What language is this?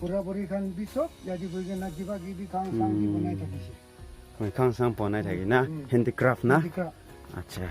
Naga Pidgin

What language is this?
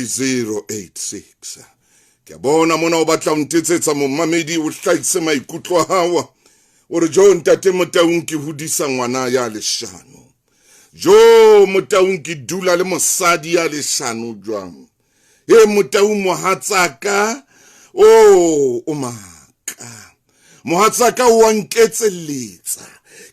Southern Sotho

